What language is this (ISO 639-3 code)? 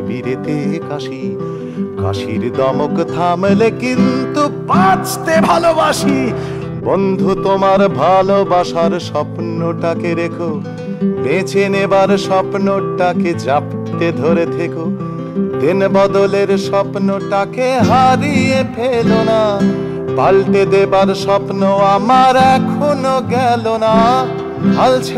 ben